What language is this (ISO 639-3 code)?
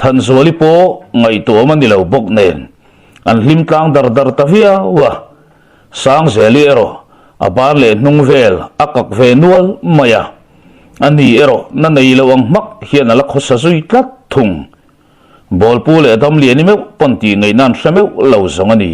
lus